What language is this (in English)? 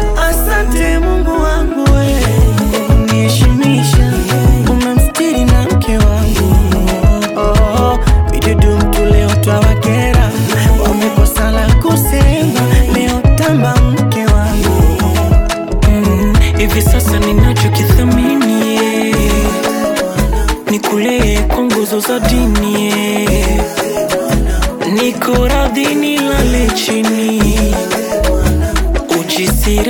Swahili